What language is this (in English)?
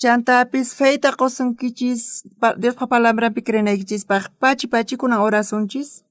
South Bolivian Quechua